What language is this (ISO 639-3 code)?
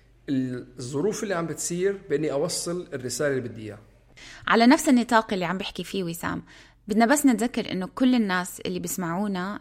apc